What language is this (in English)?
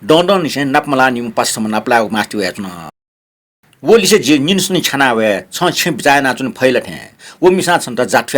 Newari